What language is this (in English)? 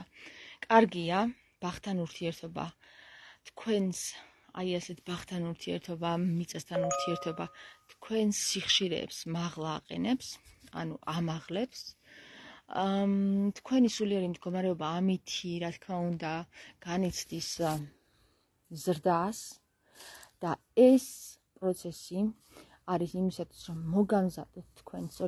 Georgian